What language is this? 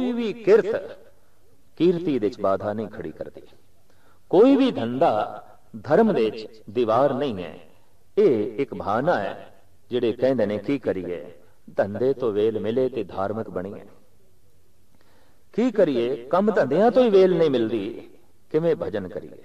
Punjabi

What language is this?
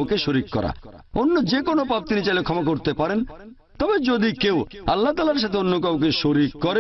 Bangla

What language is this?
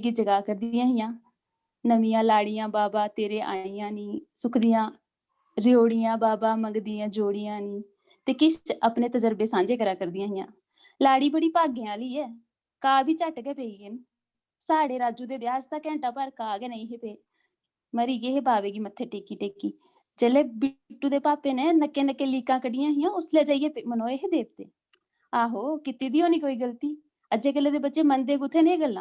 Dogri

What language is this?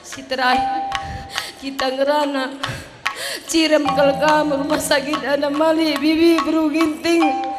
Batak Karo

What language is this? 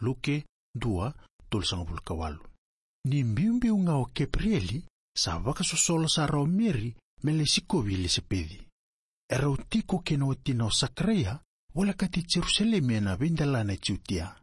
Fijian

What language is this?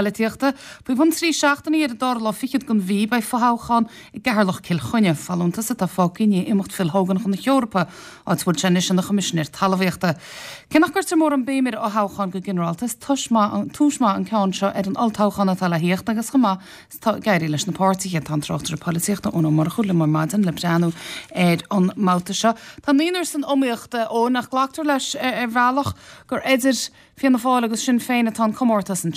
Irish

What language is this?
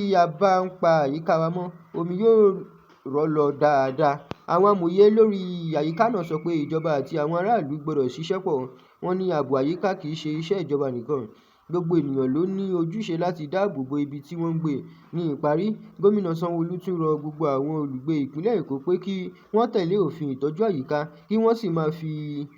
Yoruba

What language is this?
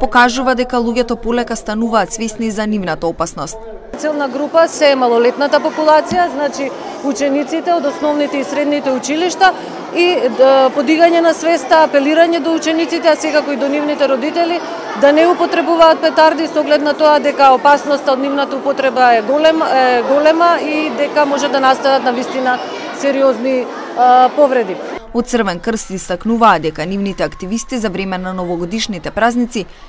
Macedonian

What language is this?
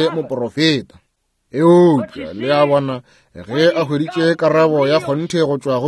Northern Sotho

